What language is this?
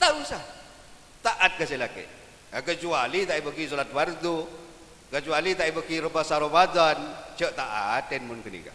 Madurese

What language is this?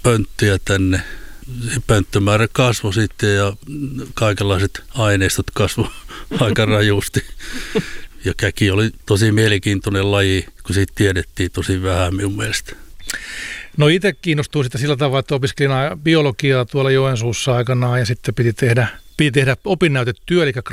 Finnish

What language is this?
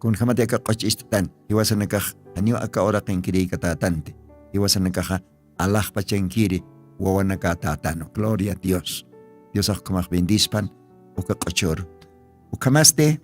Aymara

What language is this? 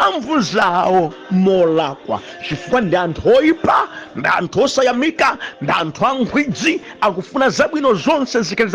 Nyanja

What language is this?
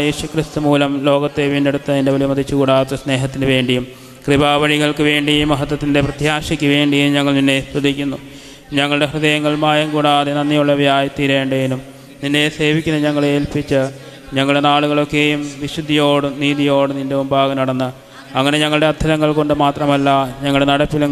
Malayalam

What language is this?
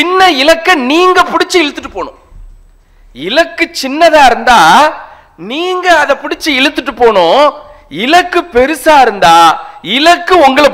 Tamil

